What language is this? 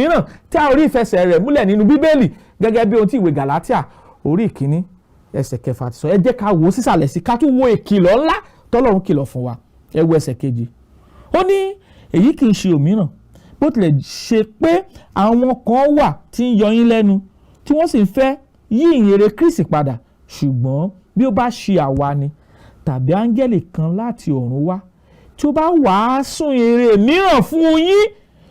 Yoruba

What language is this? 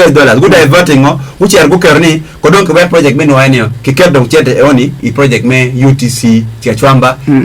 Acoli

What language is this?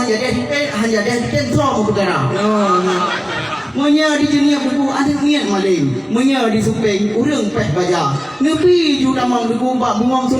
Achinese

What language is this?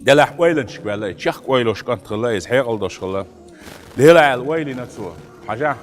Chechen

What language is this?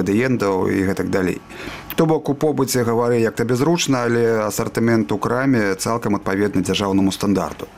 Belarusian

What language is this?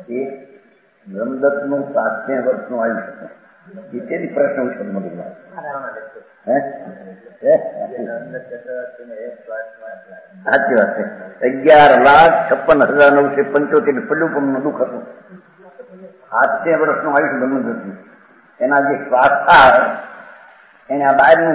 Gujarati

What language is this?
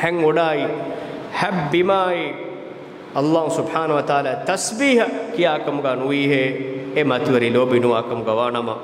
Divehi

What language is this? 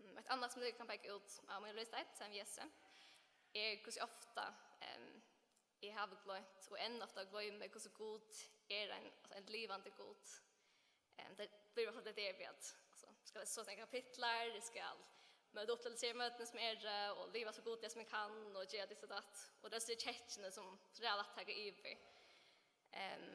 Faroese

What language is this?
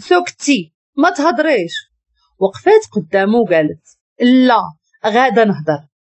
Moroccan Arabic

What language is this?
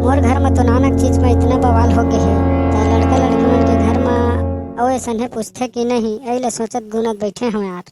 Chhattisgarhi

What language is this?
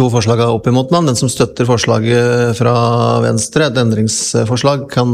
Norwegian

